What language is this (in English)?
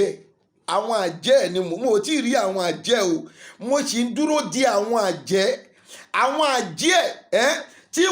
Yoruba